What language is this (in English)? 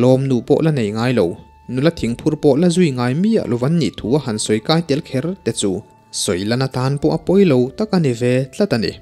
Mizo